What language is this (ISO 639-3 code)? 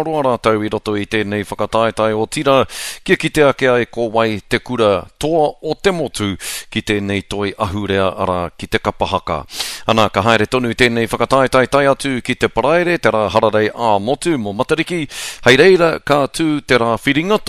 mri